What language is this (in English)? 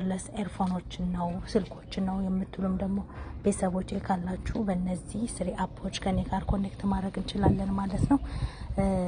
Amharic